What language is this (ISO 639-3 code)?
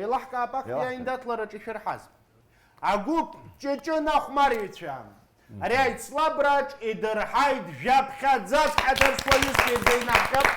abk